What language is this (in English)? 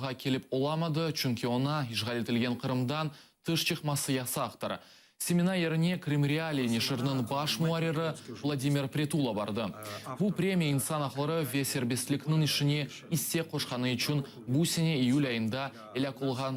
Crimean Tatar